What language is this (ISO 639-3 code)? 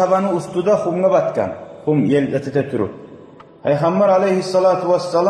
kum